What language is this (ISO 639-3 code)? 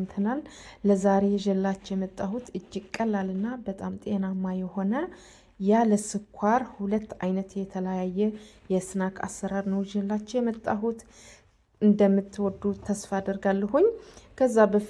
amh